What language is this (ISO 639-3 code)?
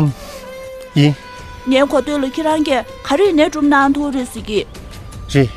bod